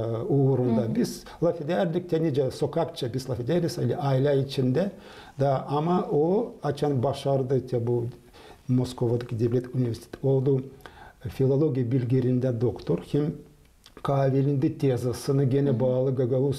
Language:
Gagauz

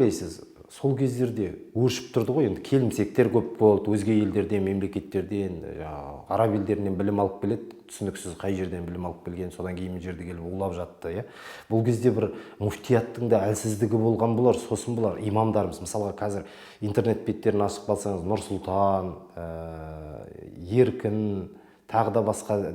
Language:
Kazakh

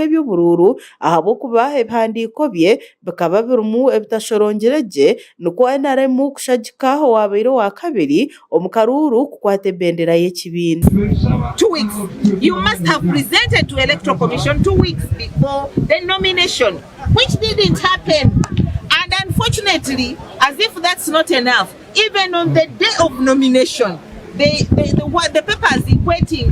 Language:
Nyankole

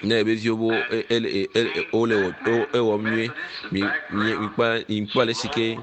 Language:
Ewe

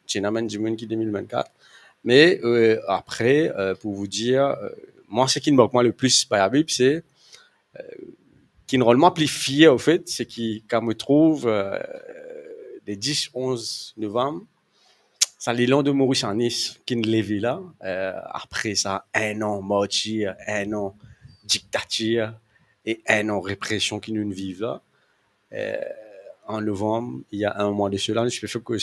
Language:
Morisyen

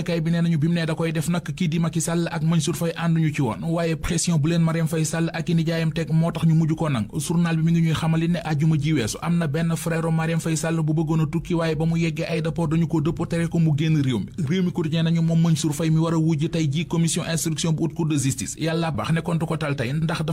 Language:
Wolof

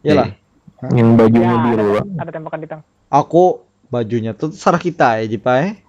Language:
Banjar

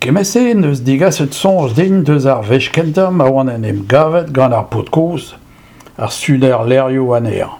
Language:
Breton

